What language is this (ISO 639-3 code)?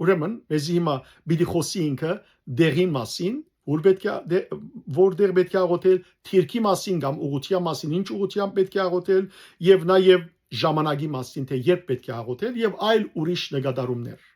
hyw